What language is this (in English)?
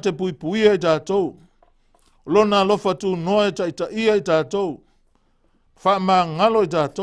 Samoan